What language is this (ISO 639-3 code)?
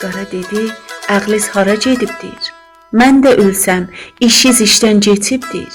azb